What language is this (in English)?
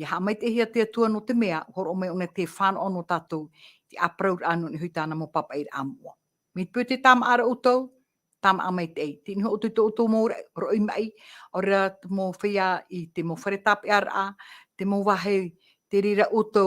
Tahitian